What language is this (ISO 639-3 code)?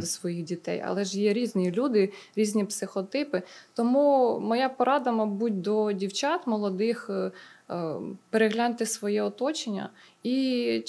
ukr